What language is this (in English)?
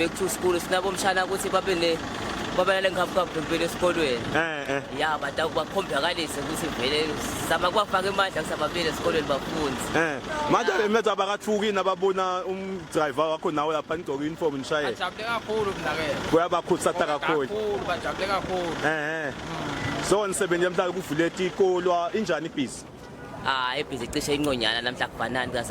Zulu